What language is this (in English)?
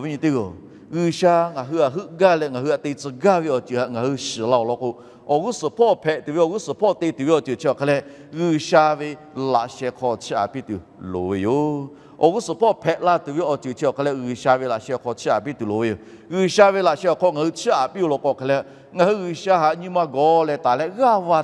Lahu